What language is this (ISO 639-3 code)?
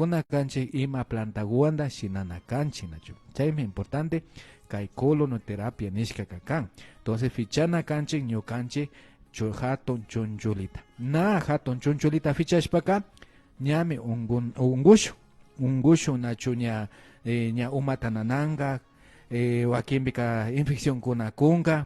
qvi